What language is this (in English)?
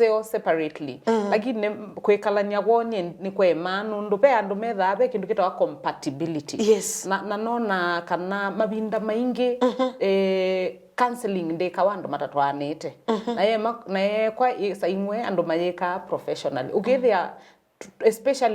Kamba